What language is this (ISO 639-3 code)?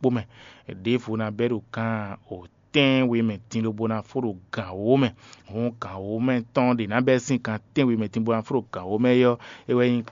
fon